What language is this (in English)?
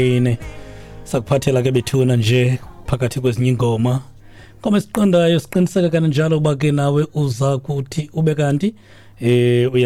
Xhosa